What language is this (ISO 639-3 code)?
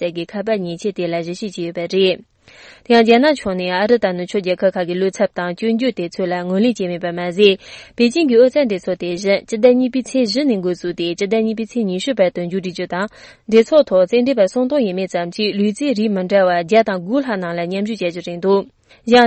mlg